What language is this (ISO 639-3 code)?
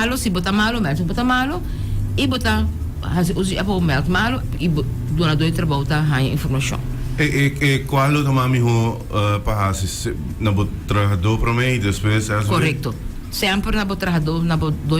pap